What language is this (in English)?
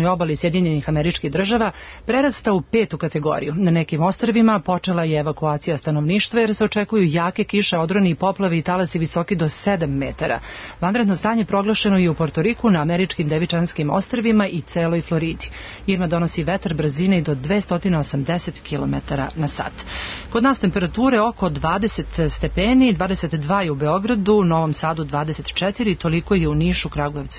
Serbian